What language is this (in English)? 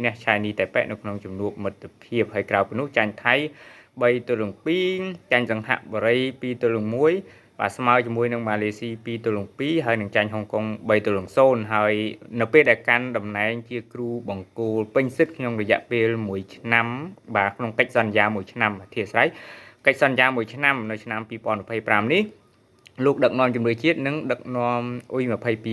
Khmer